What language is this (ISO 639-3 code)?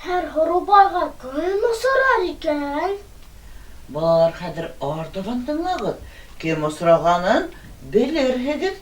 bak